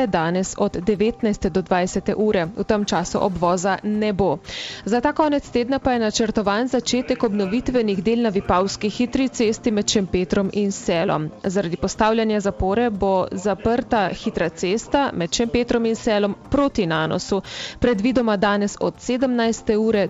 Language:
Slovenian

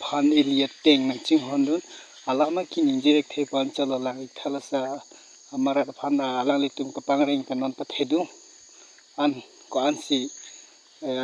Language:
Karbi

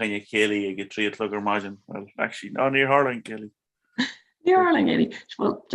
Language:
Irish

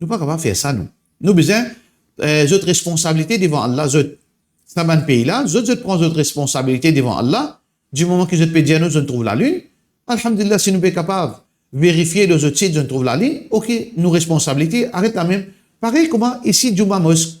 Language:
Morisyen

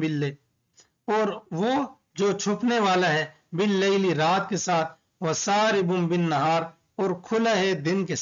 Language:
Urdu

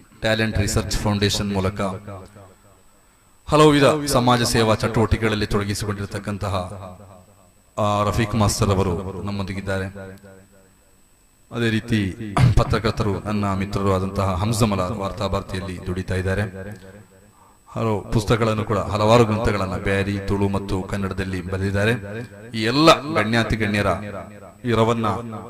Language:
Kannada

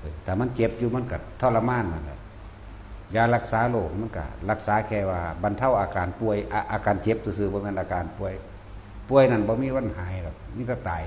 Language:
Northeastern Thai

